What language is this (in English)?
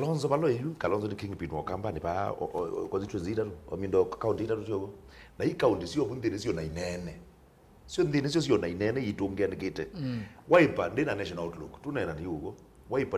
Kamba